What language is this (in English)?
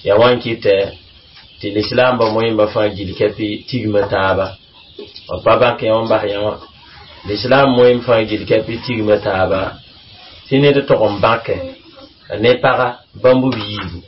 Mossi